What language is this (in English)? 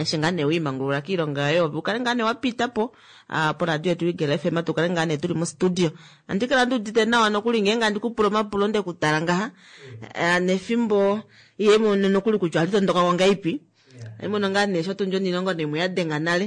Kuanyama